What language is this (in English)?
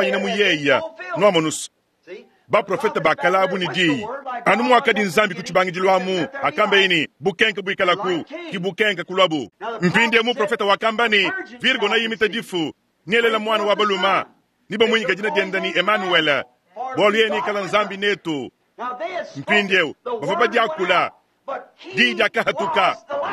Luba-Lulua